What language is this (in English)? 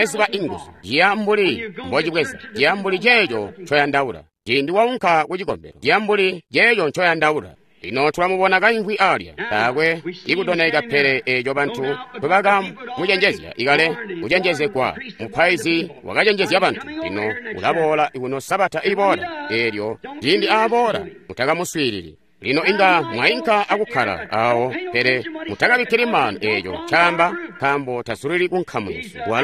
Tonga (Zambia)